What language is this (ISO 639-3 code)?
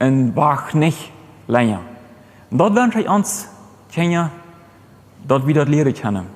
pdt